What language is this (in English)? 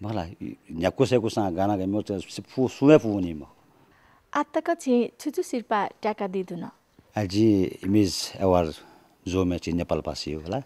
Newari